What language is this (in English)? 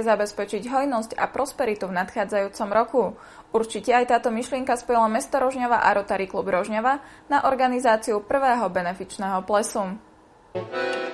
Slovak